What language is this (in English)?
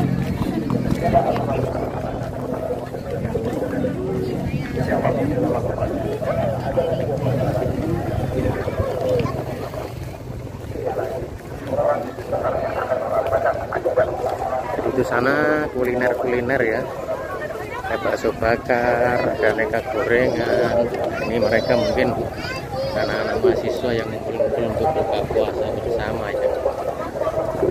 Indonesian